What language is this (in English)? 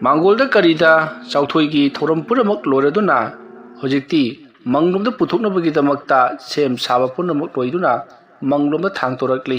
Manipuri